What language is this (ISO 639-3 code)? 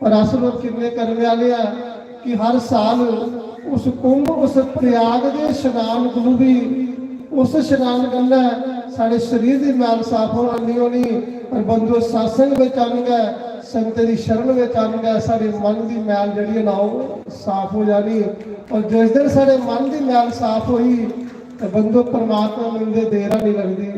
doi